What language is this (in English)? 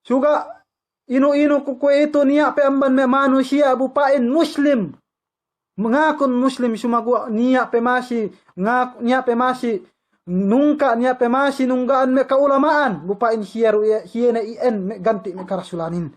Yakan